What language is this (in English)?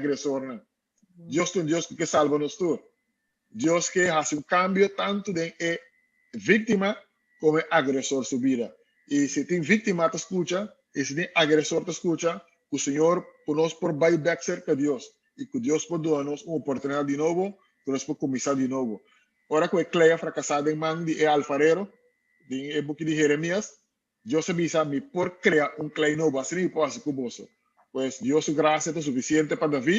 Papiamento